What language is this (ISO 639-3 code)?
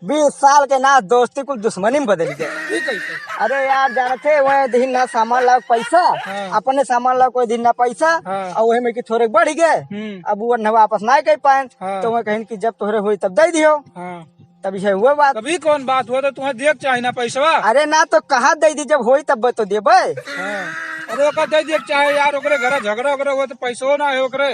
awa